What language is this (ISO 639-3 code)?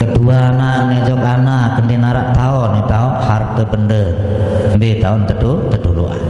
sas